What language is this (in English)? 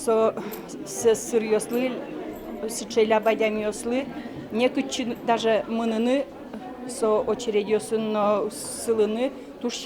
Udmurt